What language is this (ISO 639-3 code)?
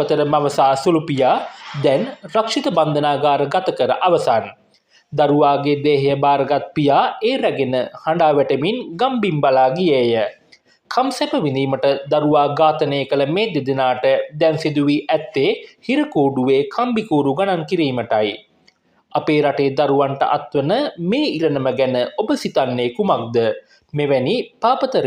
sin